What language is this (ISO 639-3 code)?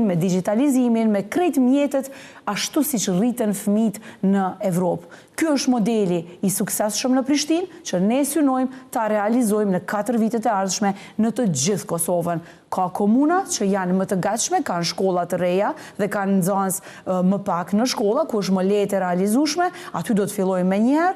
sqi